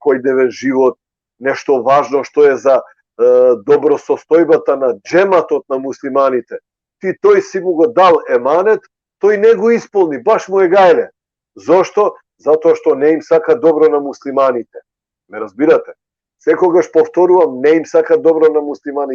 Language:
Balkan Romani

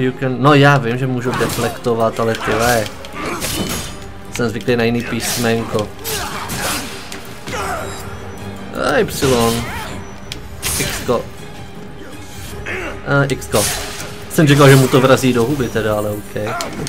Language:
Czech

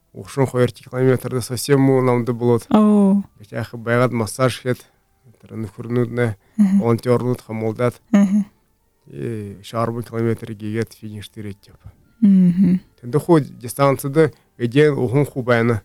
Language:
Buriat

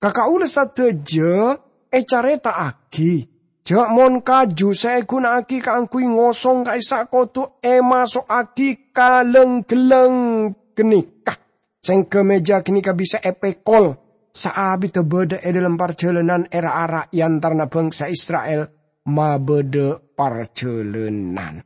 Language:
Madurese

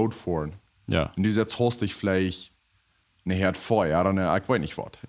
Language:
Plautdietsch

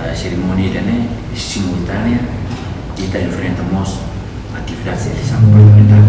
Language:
Tetum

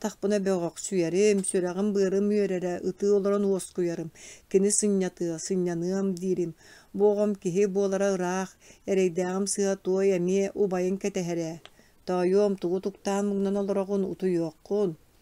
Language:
Yakut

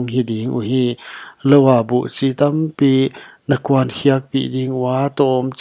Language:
Paite Chin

